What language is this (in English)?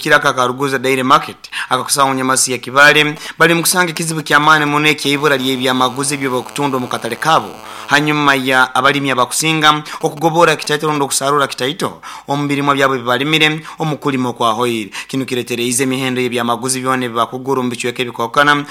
Nyoro